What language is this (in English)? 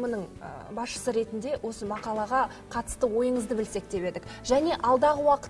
Kazakh